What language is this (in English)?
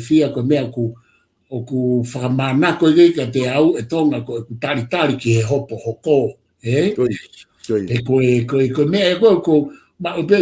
Tongan